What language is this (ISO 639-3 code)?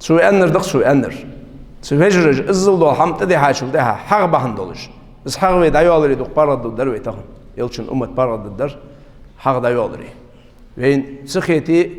inh